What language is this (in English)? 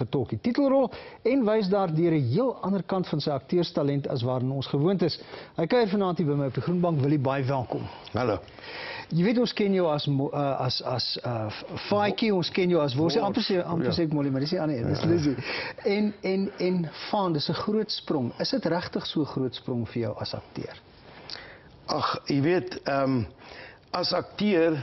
Afrikaans